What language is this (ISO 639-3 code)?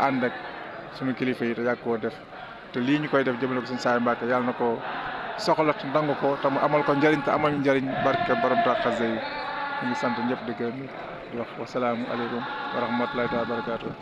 wol